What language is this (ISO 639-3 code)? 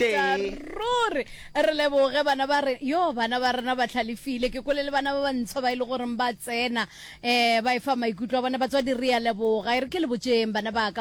nso